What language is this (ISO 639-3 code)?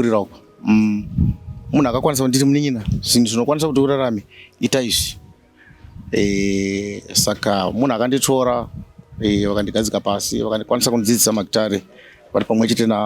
sna